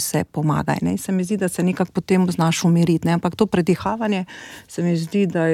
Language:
Slovenian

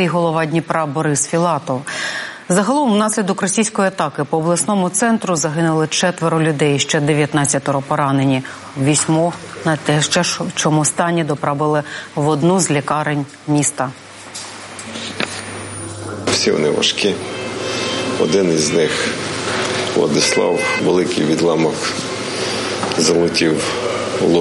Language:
Ukrainian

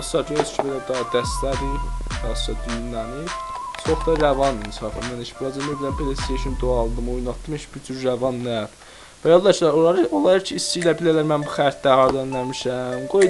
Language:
South Azerbaijani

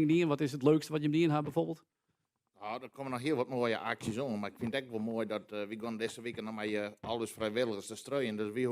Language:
Western Frisian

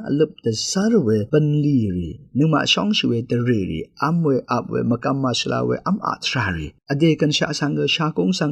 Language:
Rawang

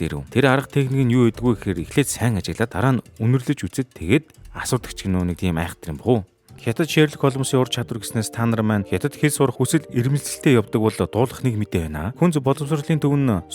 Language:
Mongolian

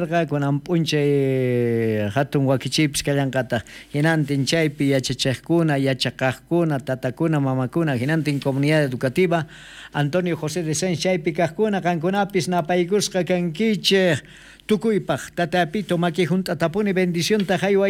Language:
South Bolivian Quechua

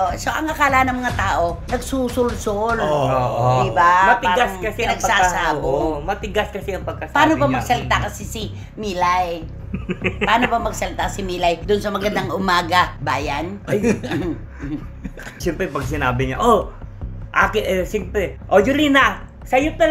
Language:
Filipino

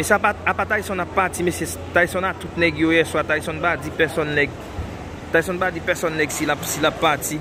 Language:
Haitian Creole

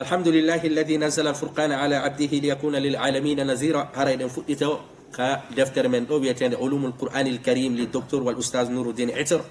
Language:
Fula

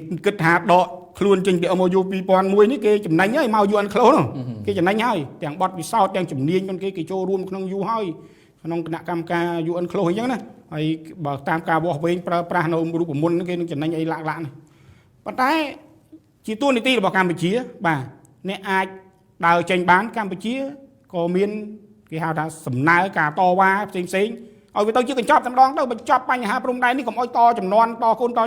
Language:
Khmer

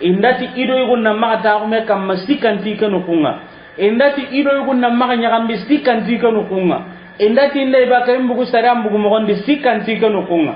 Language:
Soninke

